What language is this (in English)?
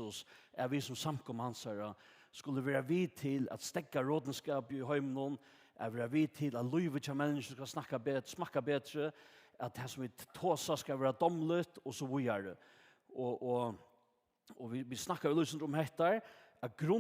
Faroese